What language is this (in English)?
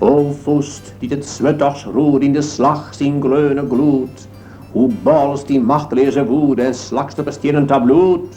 Western Frisian